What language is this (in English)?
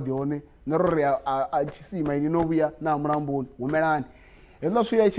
Venda